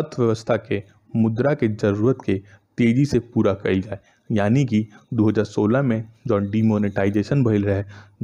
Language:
Bhojpuri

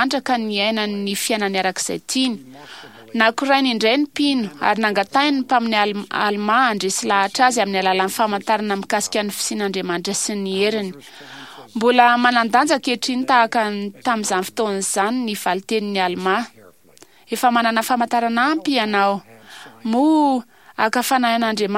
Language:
Malagasy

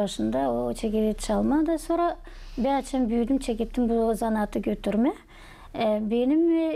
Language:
Gagauz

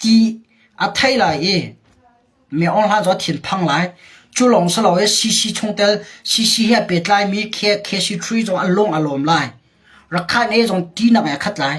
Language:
Hakha Chin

